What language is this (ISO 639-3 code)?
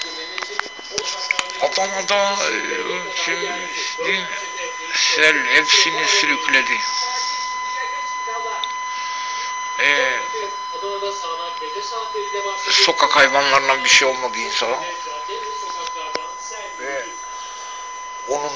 tur